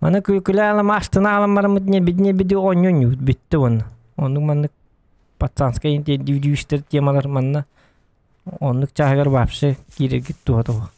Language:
Yakut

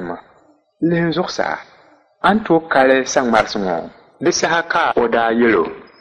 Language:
Dagbani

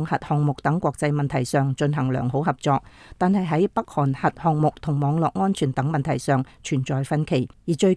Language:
Cantonese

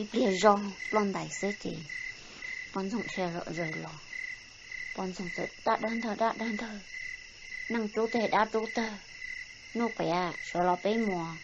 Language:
Hmong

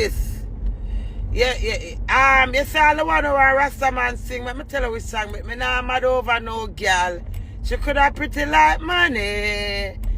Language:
Jamaican Creole English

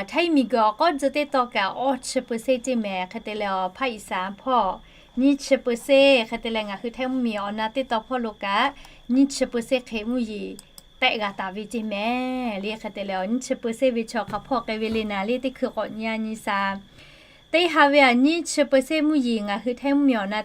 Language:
Lahu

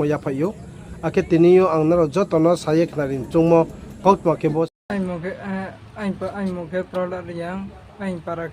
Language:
Riang (India)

